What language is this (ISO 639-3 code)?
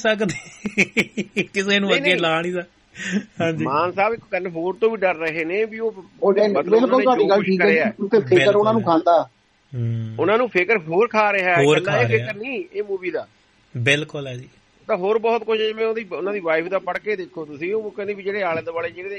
pan